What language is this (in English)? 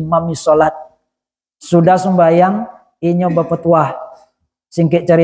Minangkabau